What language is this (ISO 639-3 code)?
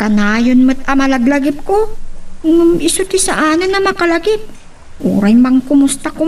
ilo